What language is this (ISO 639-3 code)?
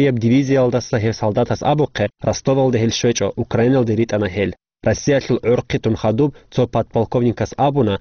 ava